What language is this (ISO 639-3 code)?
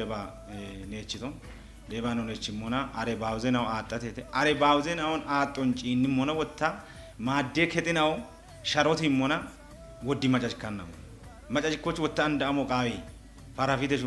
kbr